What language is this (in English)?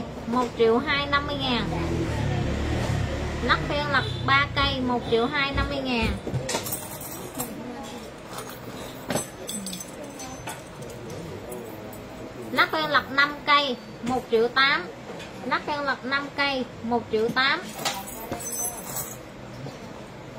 Vietnamese